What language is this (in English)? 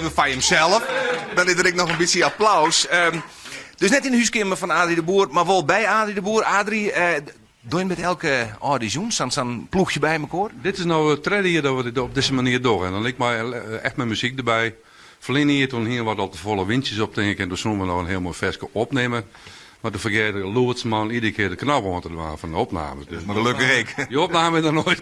Western Frisian